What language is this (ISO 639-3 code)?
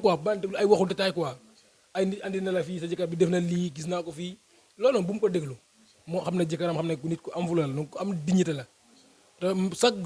wol